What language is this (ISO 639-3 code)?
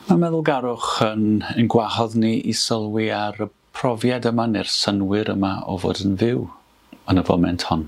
cym